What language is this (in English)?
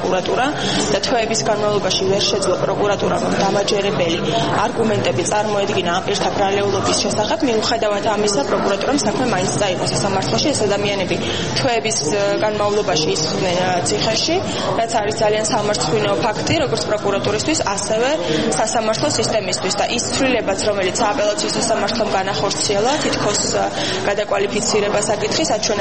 Georgian